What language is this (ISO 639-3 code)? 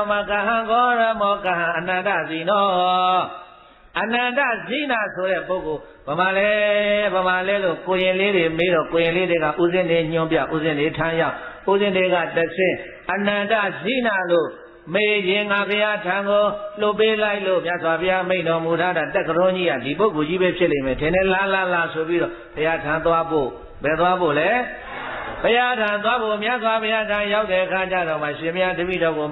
mya